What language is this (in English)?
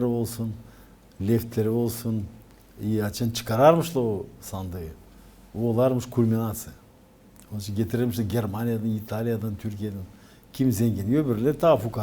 Gagauz